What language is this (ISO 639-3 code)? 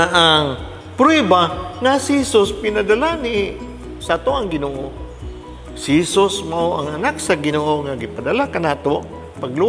ceb